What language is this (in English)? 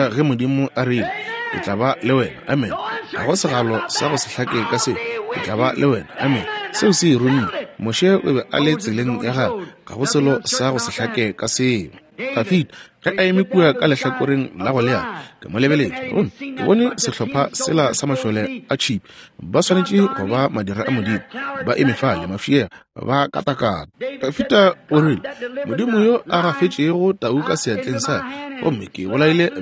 Northern Sotho